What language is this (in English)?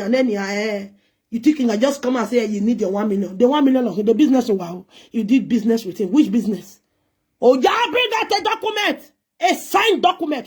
Nigerian Pidgin